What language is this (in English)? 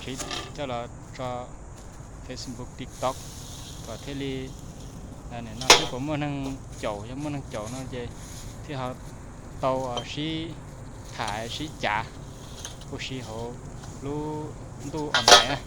Hmong